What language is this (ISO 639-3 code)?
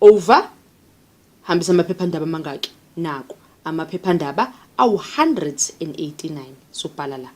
zul